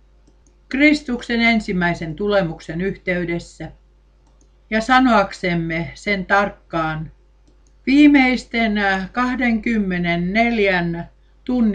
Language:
Finnish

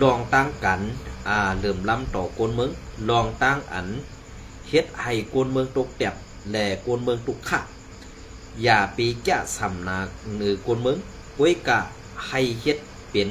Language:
Shan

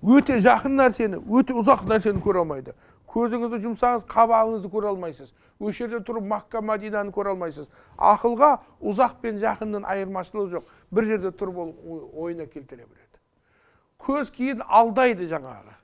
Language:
Kazakh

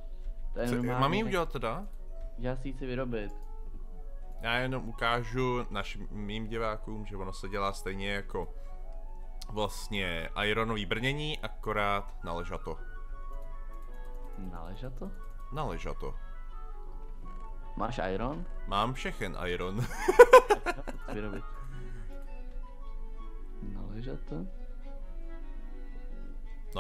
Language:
Czech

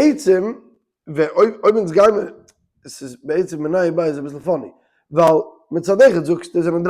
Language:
Yiddish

